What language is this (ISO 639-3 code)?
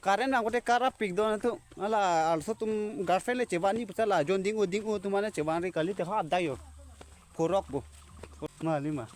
mjw